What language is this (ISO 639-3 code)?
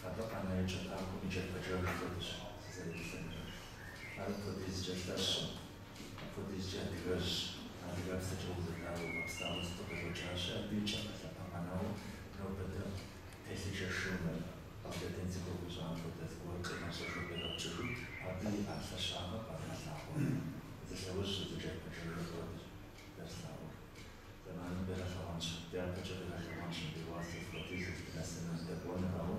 kbd